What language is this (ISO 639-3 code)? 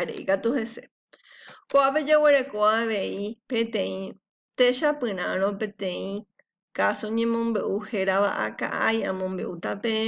grn